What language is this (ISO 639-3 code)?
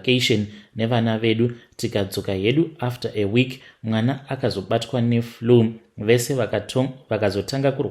sna